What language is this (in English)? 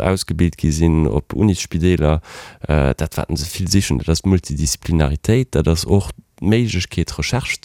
Luxembourgish